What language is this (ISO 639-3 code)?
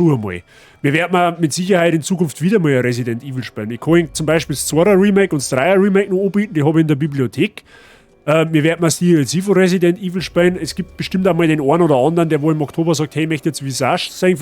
bar